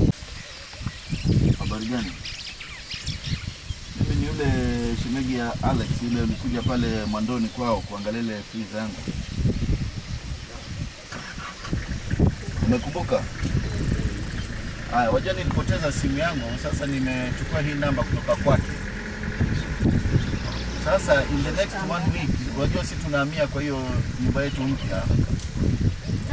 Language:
Swahili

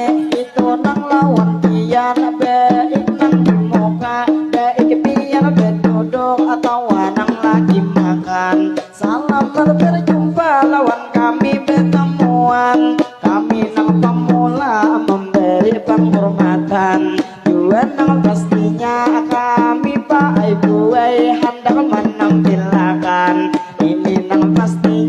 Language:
Banjar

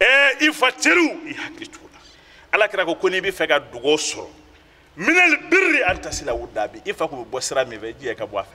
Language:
Bambara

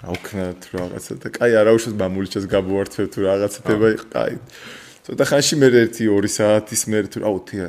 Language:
Georgian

